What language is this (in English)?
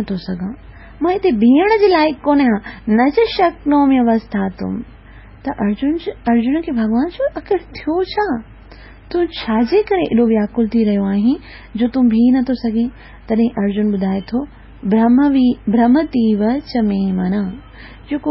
Sindhi